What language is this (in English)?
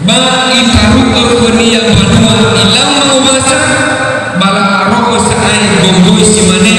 Nias